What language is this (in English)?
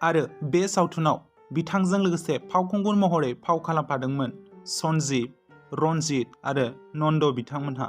Bodo